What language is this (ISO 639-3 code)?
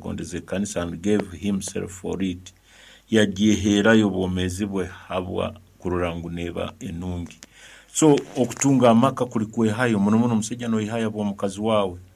nyn